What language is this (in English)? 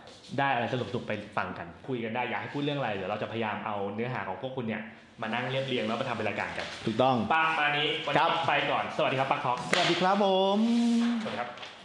Thai